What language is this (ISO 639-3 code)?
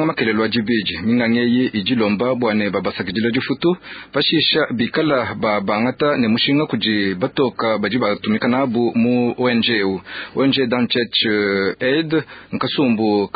lua